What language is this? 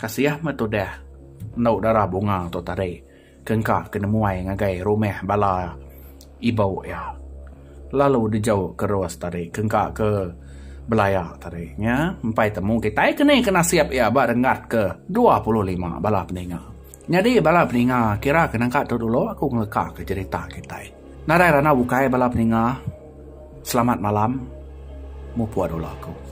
Iban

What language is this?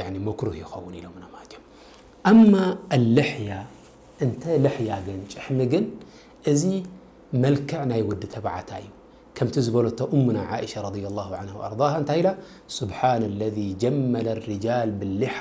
Tigrinya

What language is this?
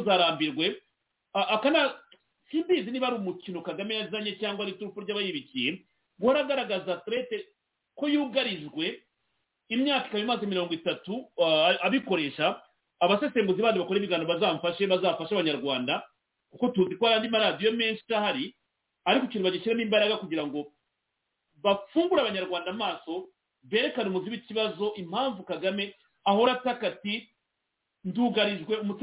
Kinyarwanda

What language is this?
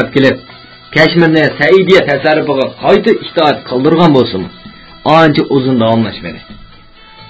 Uyghur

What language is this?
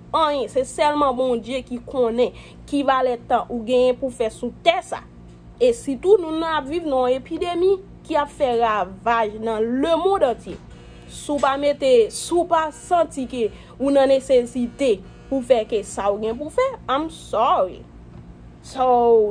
Haitian Creole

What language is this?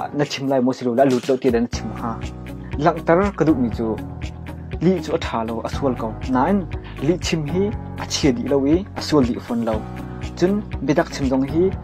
Hakha Chin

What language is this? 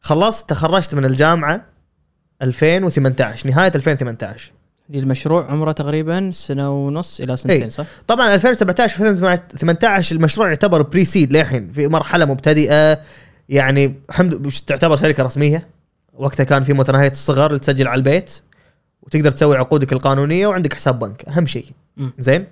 Gulf Arabic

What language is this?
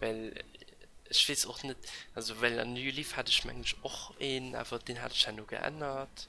Luxembourgish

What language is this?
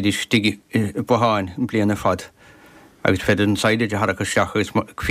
Irish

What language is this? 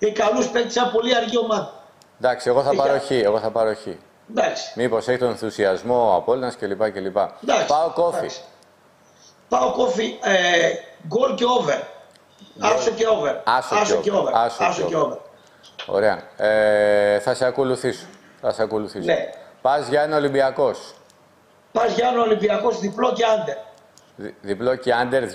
Greek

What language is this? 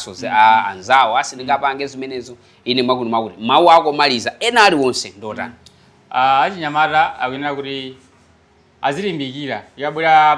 Nyanja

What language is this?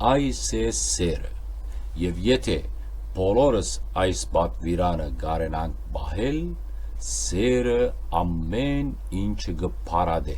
Western Armenian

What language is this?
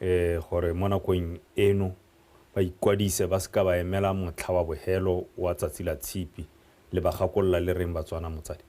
Tswana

